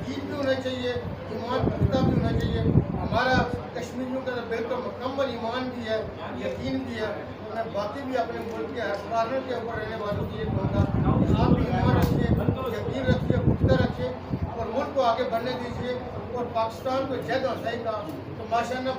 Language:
Urdu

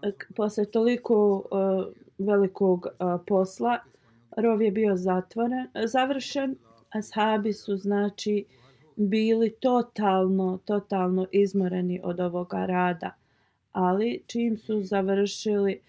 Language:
Bosnian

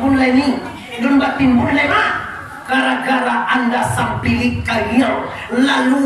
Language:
Minangkabau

